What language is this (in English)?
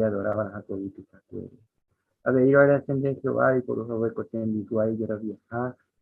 Guarani